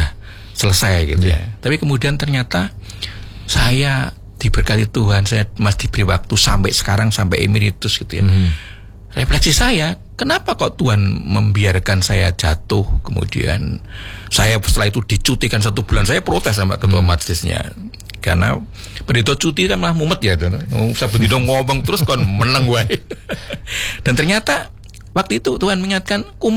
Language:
Indonesian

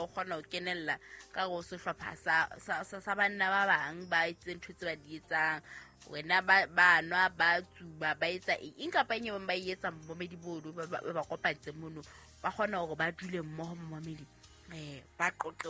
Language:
Southern Sotho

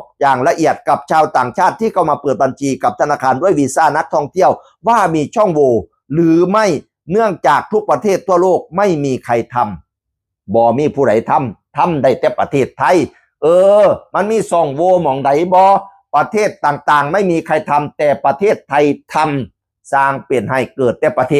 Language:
Northeastern Thai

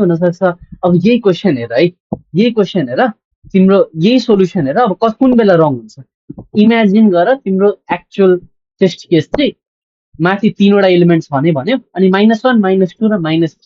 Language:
Nepali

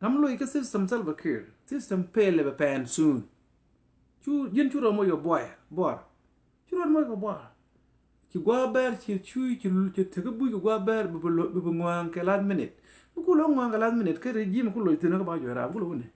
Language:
Nuer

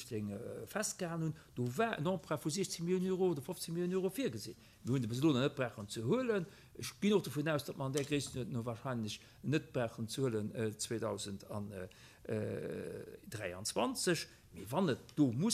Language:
Luxembourgish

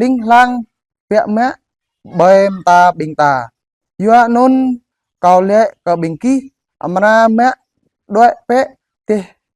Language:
Jarai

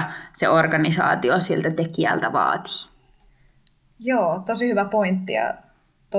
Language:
Finnish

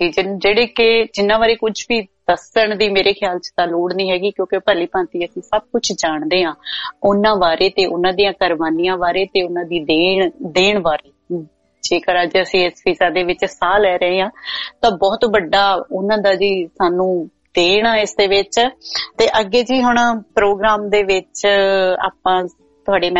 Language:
Punjabi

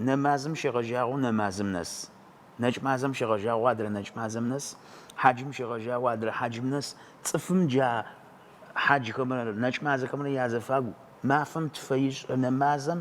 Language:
Adyghe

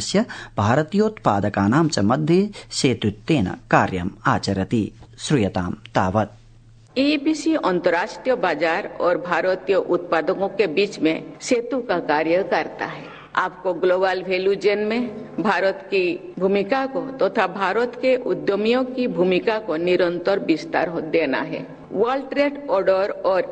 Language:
Sanskrit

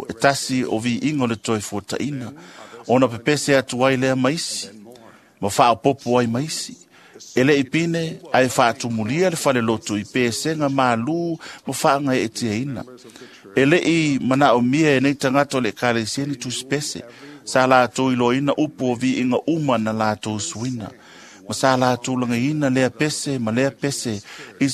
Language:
Samoan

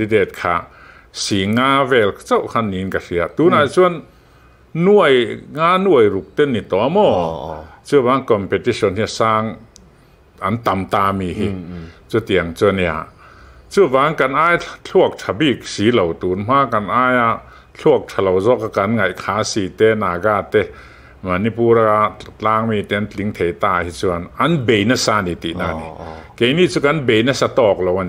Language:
Mizo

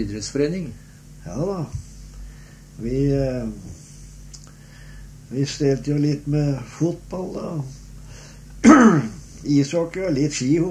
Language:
Norwegian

